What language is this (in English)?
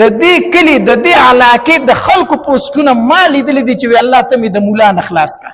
Pashto